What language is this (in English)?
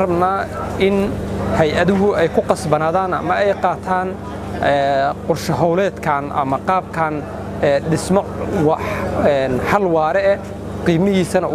Somali